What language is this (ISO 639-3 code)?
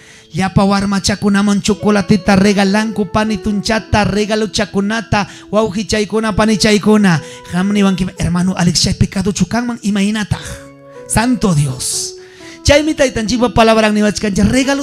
quy